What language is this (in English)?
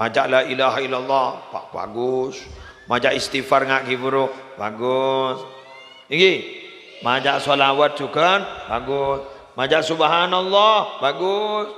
Madurese